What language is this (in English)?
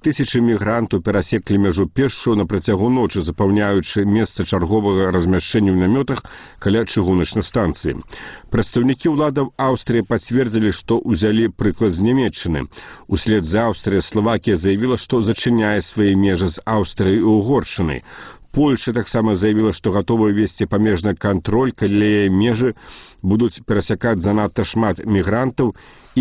Belarusian